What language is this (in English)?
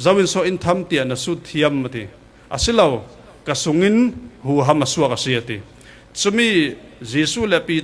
Falam Chin